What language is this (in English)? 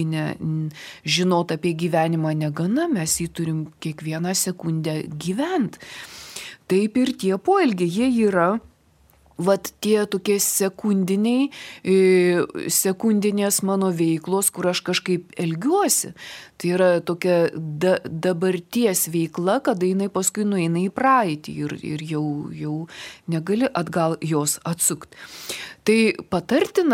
Lithuanian